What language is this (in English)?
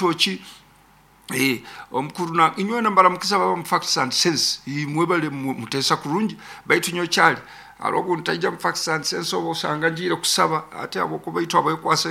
Nyoro